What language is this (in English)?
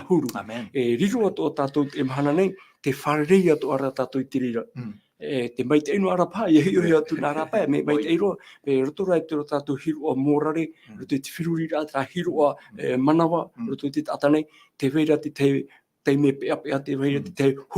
Tahitian